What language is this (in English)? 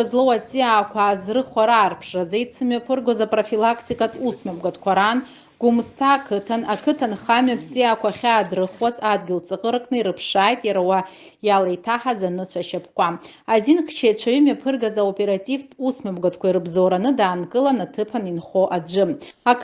Abkhazian